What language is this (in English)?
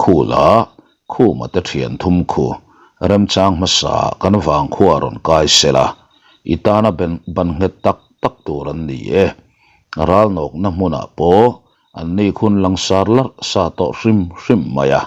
Mizo